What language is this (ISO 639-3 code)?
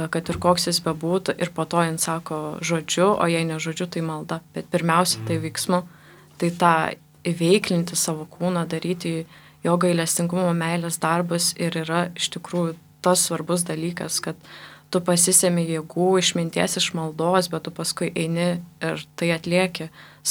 lit